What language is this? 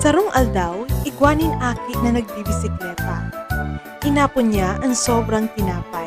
Bikol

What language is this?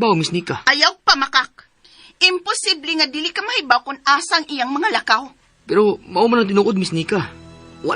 Cebuano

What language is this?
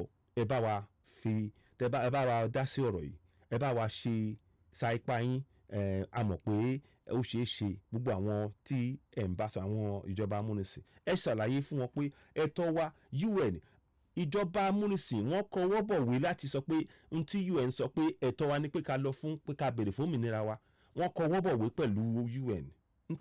Yoruba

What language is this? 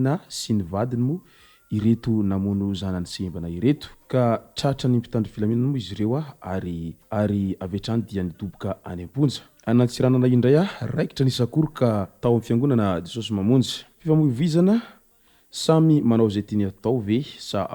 Malagasy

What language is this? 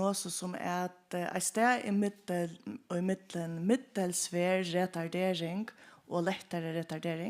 Faroese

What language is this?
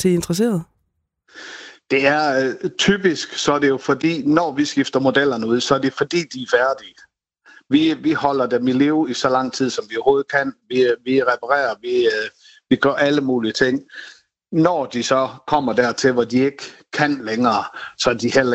Danish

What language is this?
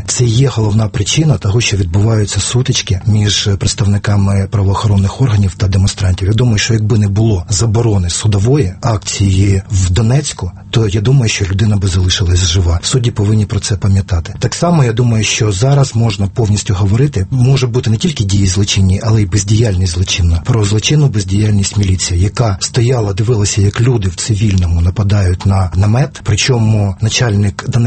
Ukrainian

